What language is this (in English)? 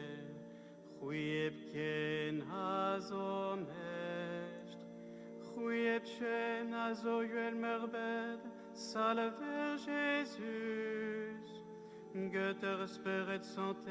Breton